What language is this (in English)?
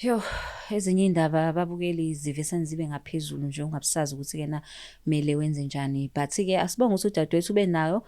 Zulu